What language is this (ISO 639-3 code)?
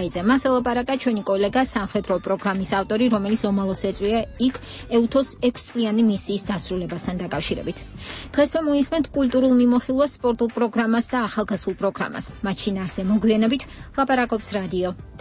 kat